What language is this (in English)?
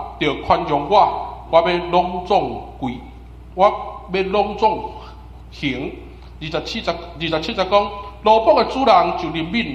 Min Nan Chinese